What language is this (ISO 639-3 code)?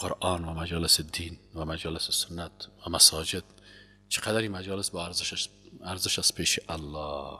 fas